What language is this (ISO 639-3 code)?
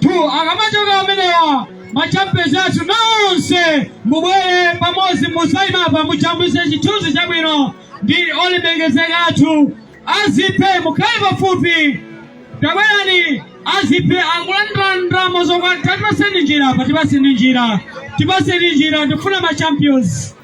nya